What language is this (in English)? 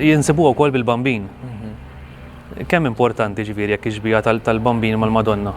Maltese